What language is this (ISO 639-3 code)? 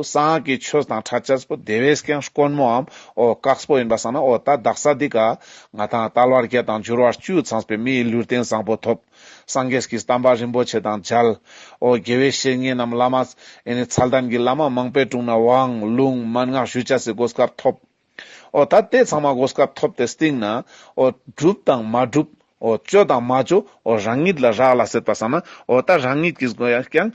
lbj